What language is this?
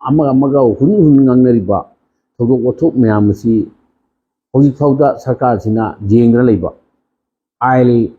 Manipuri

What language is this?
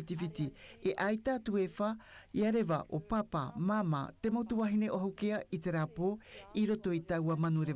Tahitian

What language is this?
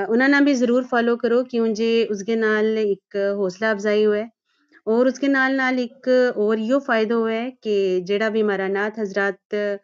Gujari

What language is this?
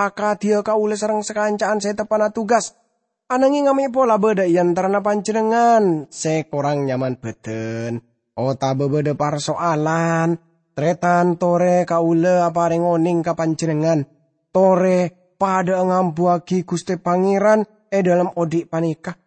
Madurese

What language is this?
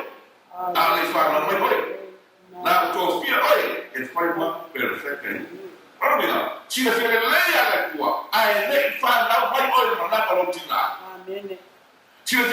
Samoan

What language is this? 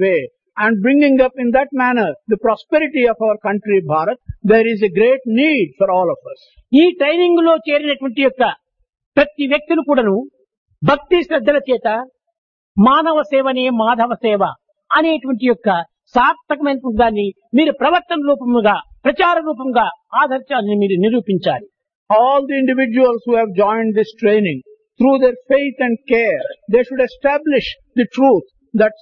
Telugu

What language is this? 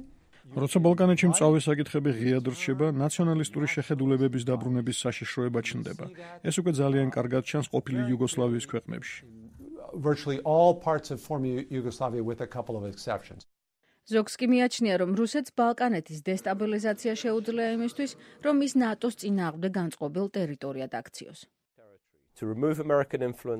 Georgian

